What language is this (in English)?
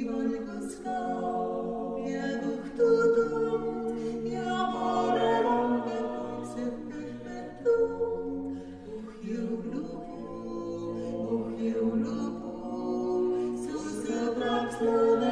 Estonian